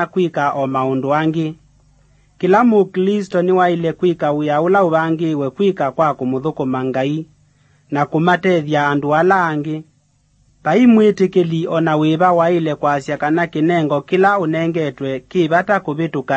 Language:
Kamba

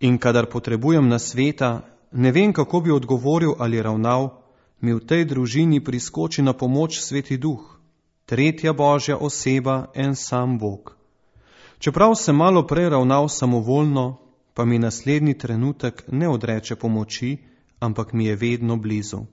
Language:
Slovenian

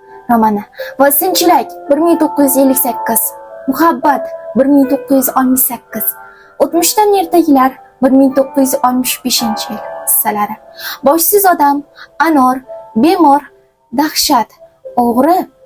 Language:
Uzbek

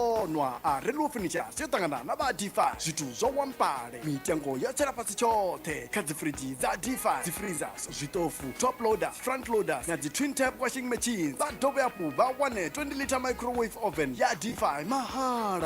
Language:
Venda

